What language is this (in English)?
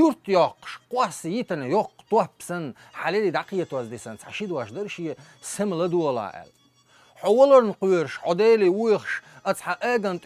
Chechen